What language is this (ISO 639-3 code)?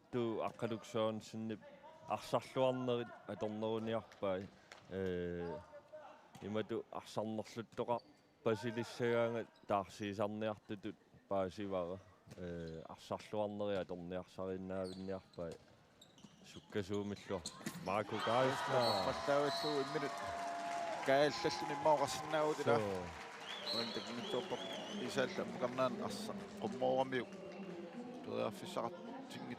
kal